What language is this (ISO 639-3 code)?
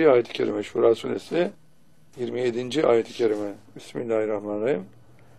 tur